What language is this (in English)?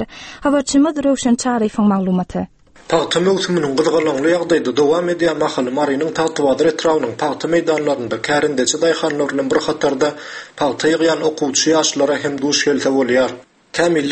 Turkmen